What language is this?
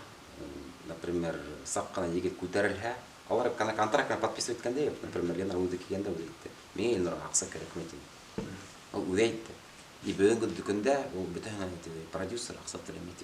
Bashkir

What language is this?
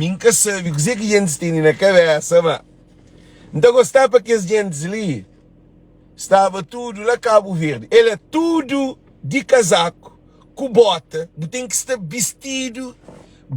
Kabuverdianu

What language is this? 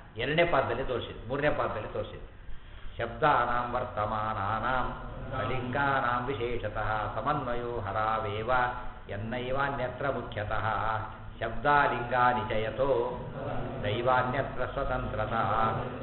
Kannada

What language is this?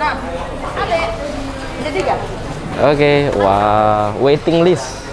Musi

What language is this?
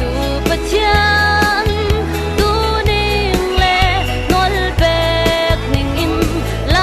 Hakha Chin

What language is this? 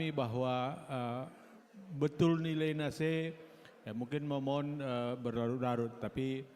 Batak Karo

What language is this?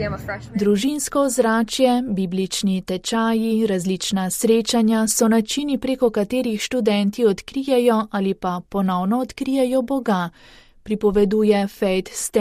Slovenian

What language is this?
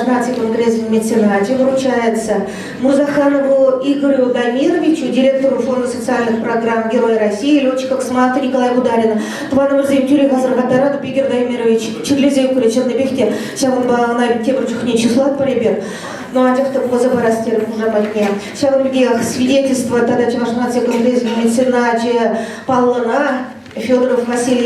Chuvash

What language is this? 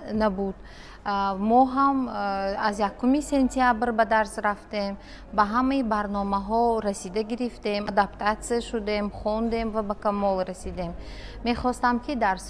Tajik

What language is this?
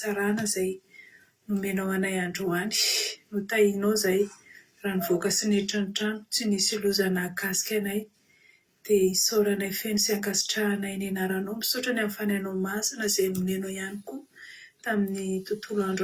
Malagasy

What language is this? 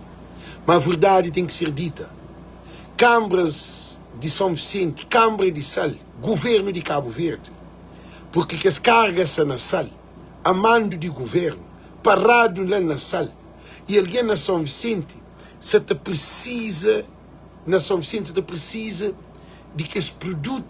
Kabuverdianu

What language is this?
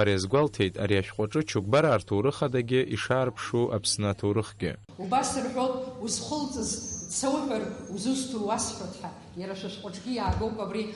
Abkhazian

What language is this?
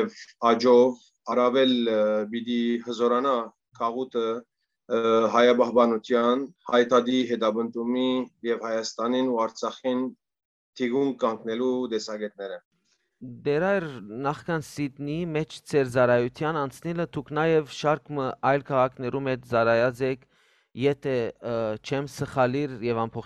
Western Armenian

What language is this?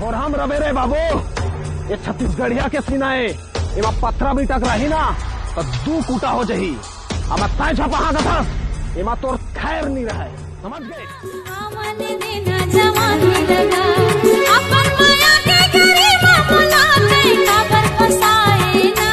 Chhattisgarhi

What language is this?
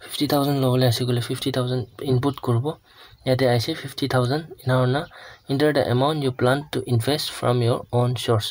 Naga Pidgin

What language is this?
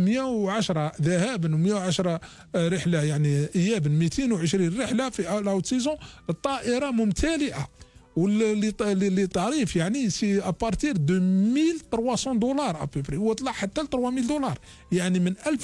Algerian Arabic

